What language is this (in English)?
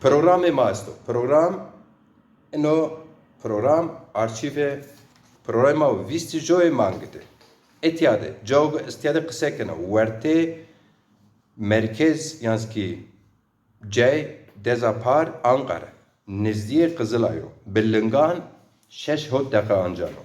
Zaza